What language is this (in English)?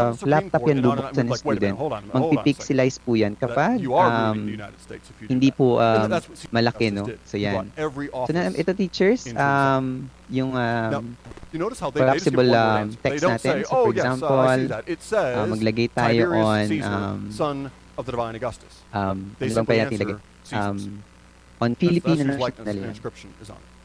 Filipino